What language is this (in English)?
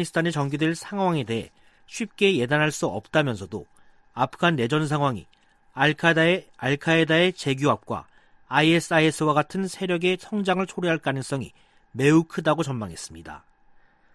Korean